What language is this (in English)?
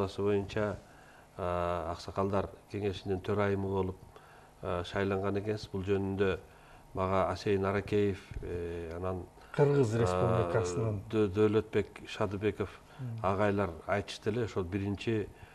Kyrgyz